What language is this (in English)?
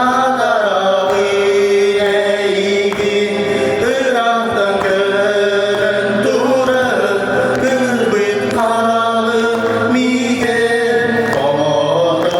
Yakut